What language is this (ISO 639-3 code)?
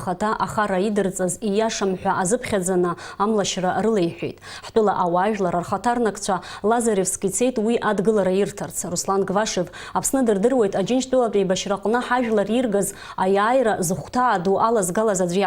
abk